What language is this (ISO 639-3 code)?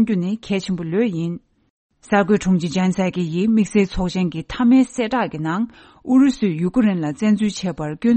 bod